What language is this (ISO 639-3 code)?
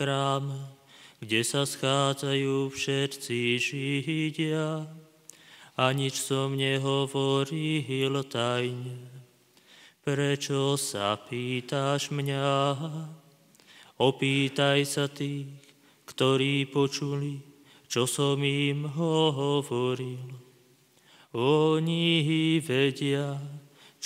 slk